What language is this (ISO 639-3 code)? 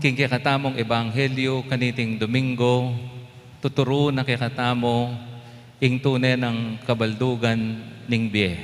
pam